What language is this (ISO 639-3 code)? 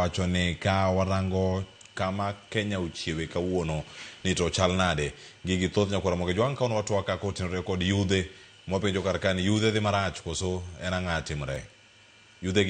luo